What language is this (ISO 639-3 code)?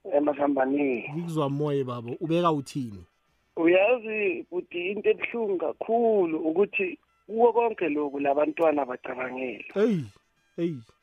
nbl